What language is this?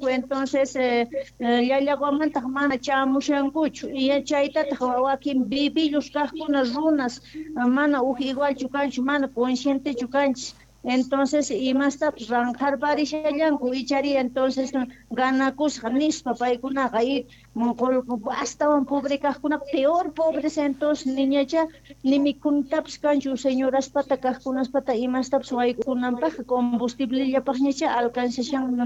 Quechua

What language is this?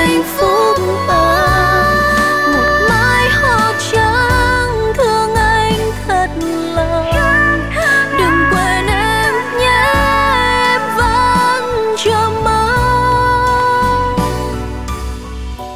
Vietnamese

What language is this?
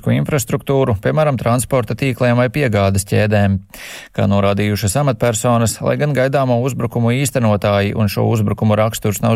Latvian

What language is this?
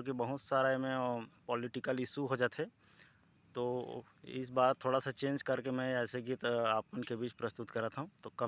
Chhattisgarhi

